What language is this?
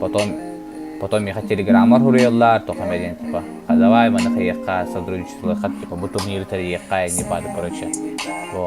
Yakut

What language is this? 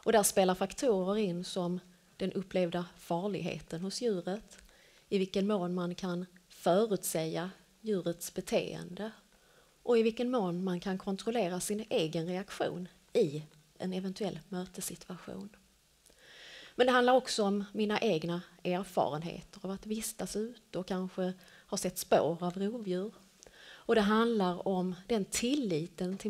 Swedish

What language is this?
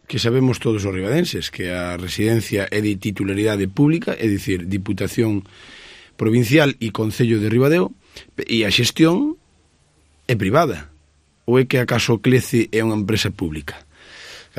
Galician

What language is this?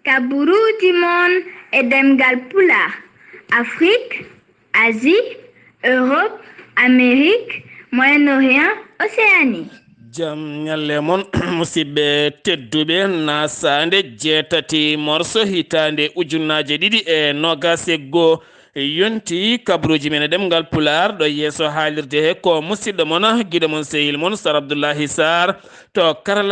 Fula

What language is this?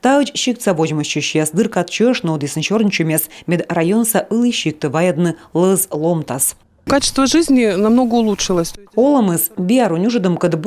Komi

